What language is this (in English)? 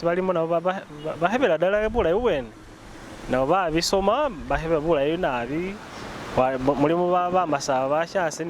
Masaaba